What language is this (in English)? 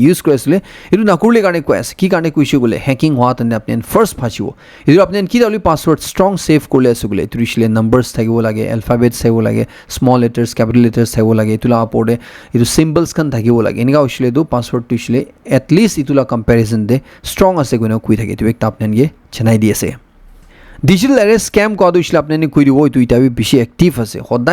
Naga Pidgin